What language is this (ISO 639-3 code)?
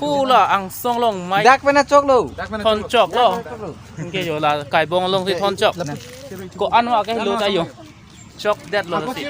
mjw